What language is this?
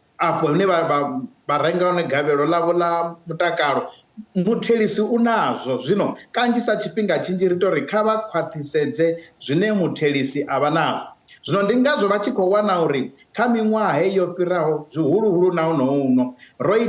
Venda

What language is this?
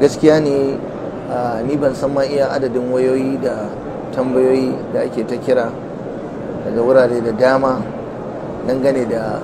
Hausa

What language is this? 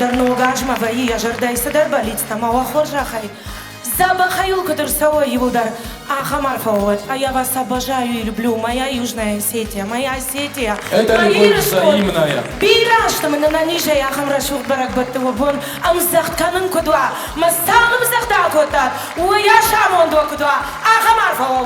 Ossetic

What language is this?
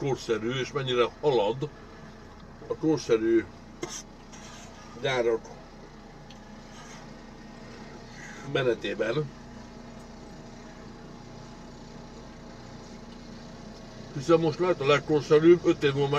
Hungarian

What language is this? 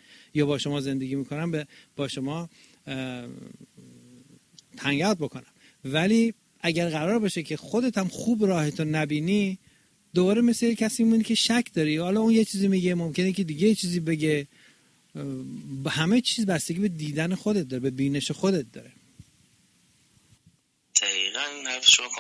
Persian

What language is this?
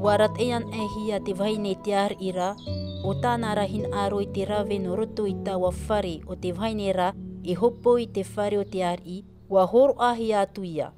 Tahitian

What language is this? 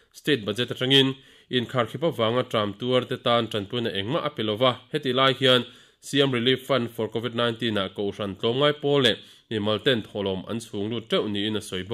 Mizo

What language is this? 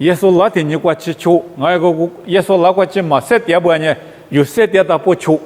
Lisu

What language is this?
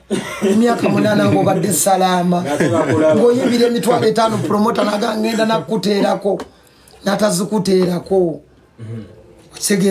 Ganda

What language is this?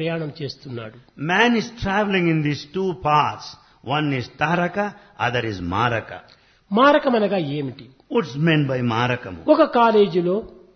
Telugu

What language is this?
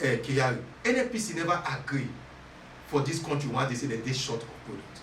Nigerian Pidgin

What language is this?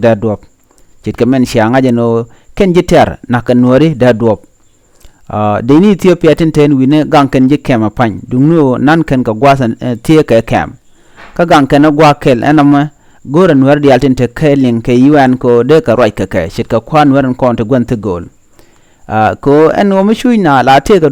Nuer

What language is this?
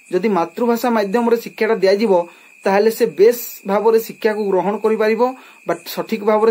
Odia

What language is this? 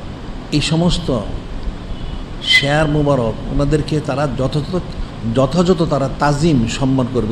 Bangla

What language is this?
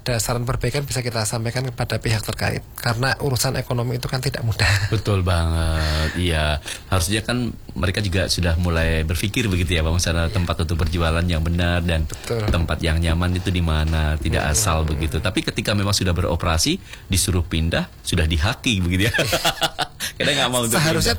Indonesian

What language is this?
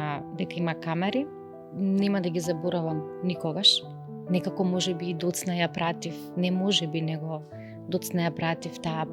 Macedonian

